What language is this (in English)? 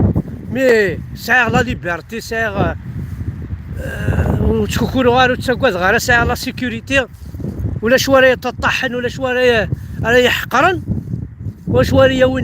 Kabyle